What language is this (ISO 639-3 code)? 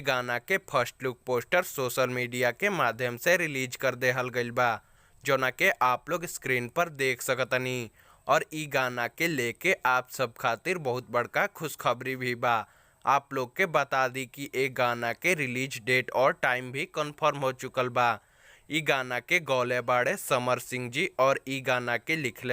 bho